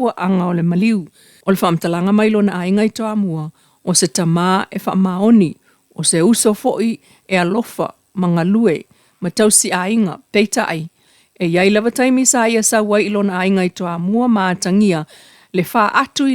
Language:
Samoan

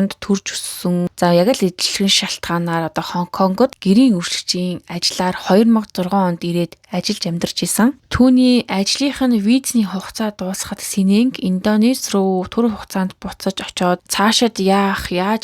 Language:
Mongolian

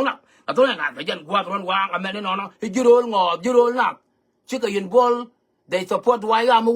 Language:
Nuer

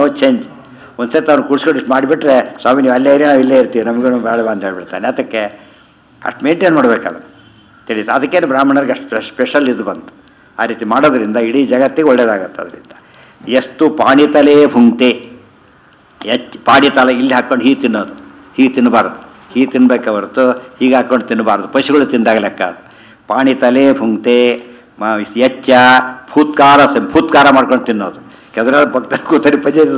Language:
Kannada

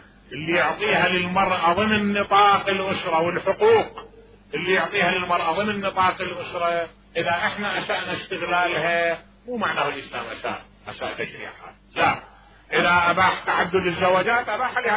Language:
Mesopotamian Arabic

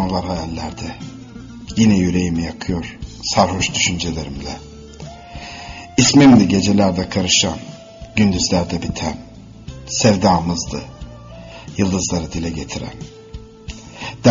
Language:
Turkish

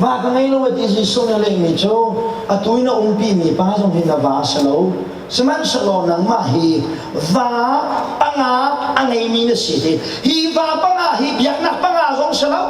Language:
Hakha Chin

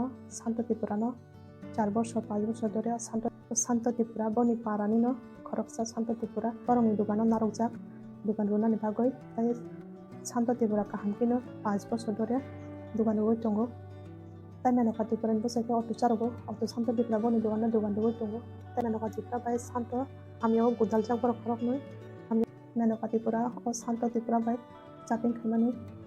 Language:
Kok Borok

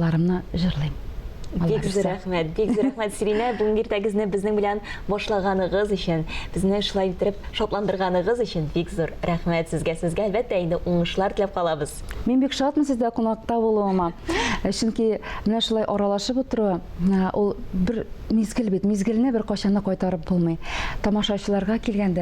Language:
Tatar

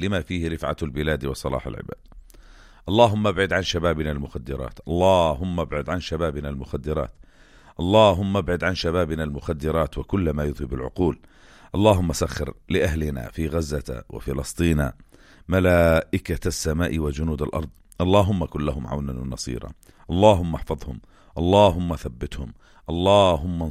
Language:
North Levantine Arabic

